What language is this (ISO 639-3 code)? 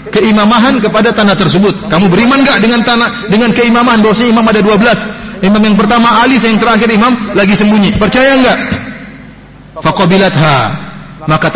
ind